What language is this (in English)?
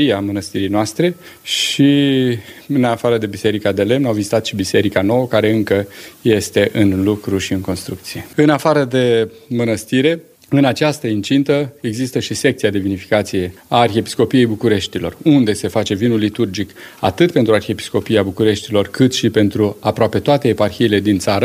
Romanian